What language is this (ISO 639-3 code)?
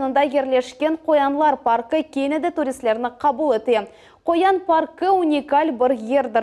crh